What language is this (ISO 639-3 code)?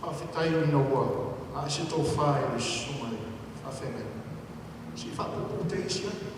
smo